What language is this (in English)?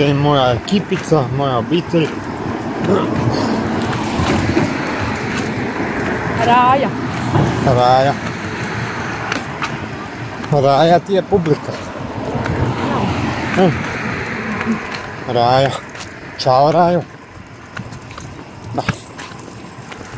Croatian